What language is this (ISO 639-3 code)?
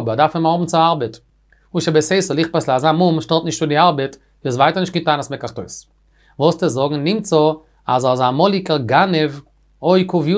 yid